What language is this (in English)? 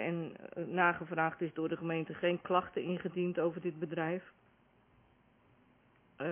Dutch